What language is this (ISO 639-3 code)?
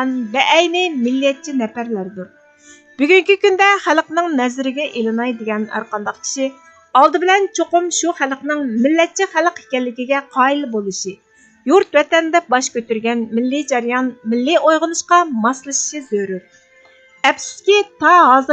uig